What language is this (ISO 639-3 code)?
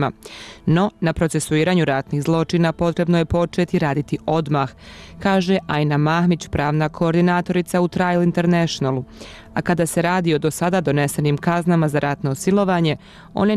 bos